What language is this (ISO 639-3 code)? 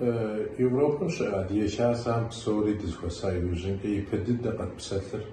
kbd